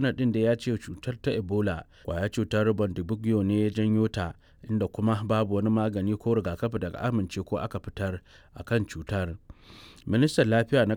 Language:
Hausa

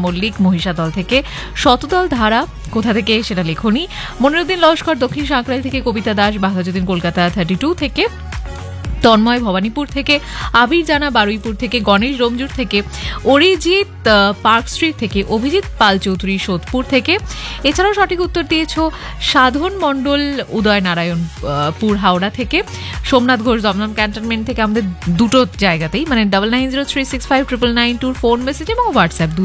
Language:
Bangla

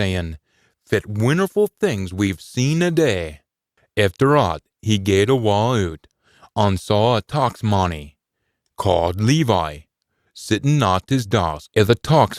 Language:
Scots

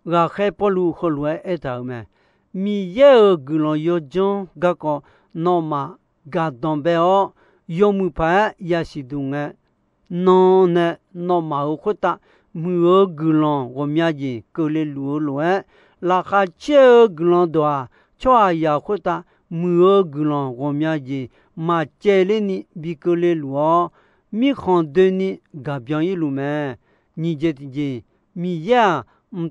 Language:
Akha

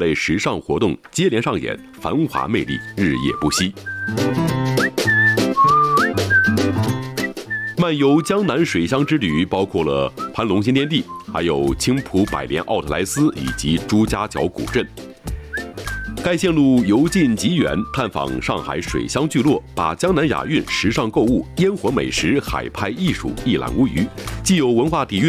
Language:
Chinese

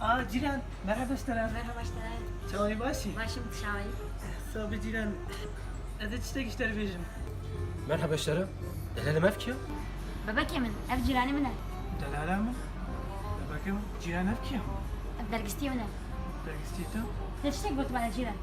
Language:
Kurdish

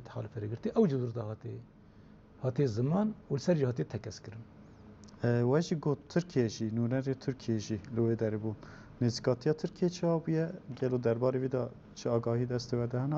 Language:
Kurdish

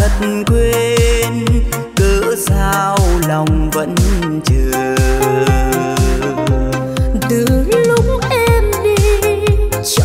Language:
Vietnamese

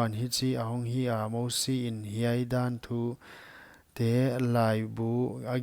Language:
Paite Chin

